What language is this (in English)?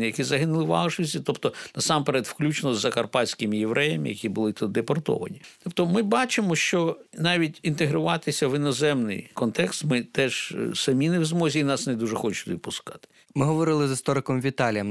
Ukrainian